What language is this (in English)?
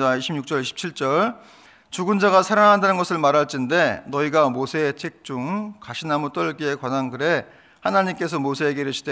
Korean